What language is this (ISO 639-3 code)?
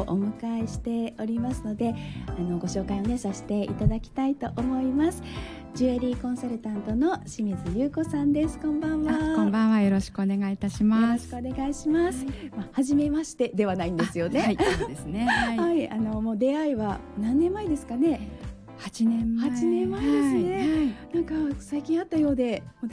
jpn